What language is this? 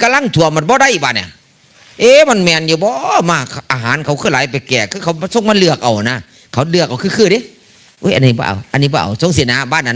Northeastern Thai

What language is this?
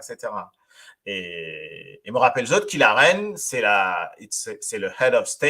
Morisyen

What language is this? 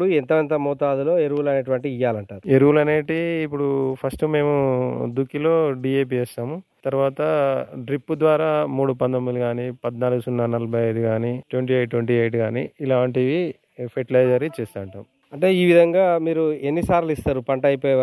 Telugu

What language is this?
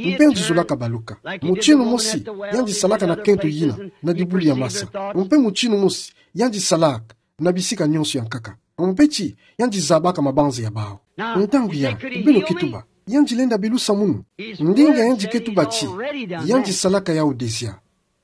Kituba (Democratic Republic of Congo)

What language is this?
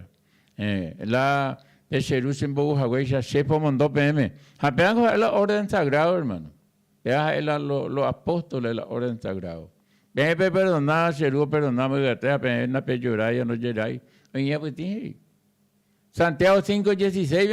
Guarani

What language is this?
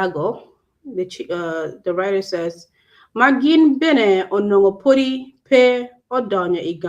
Acoli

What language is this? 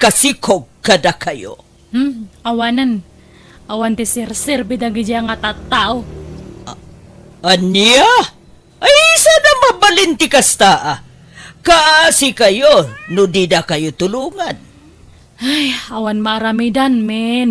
Iloko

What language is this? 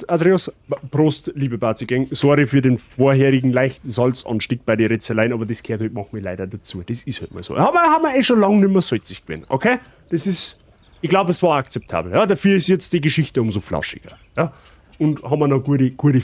Bavarian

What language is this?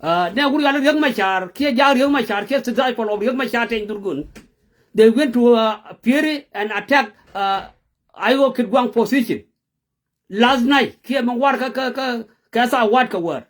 Nuer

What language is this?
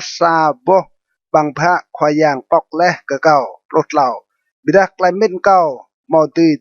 Rade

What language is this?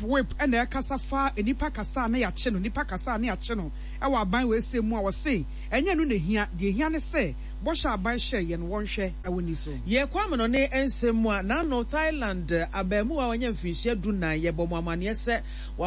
Akan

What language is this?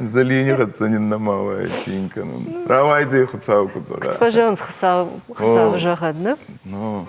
Ossetic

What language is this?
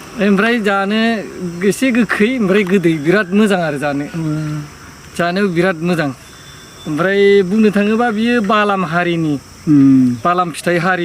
Bodo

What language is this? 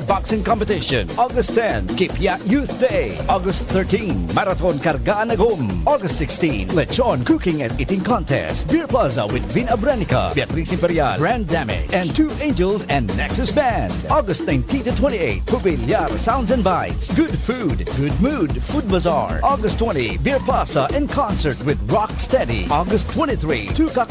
Bikol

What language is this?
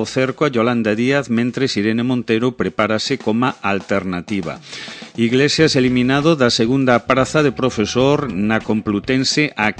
Galician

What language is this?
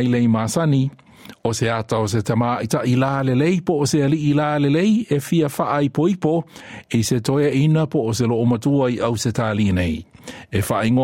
Samoan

